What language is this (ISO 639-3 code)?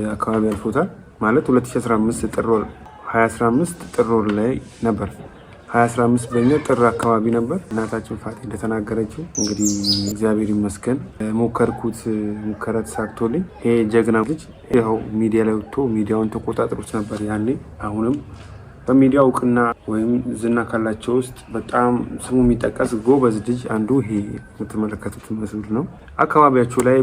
amh